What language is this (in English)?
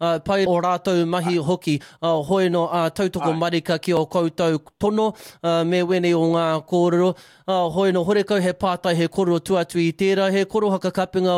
Māori